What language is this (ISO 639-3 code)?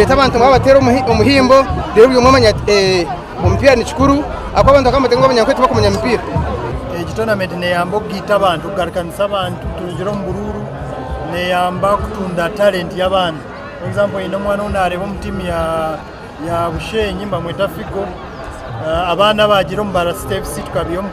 nyn